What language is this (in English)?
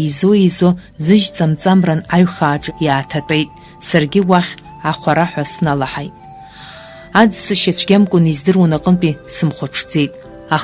Abkhazian